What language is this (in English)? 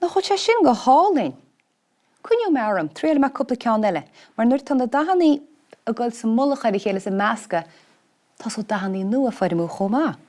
Irish